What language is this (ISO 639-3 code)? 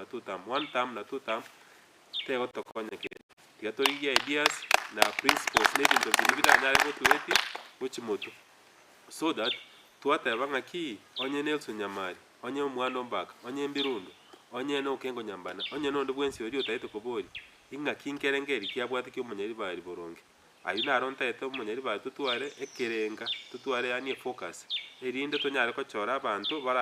guz